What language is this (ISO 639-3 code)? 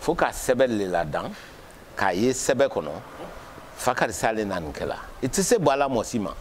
bam